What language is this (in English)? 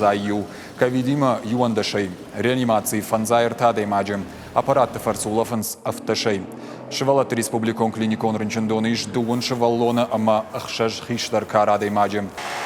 Ossetic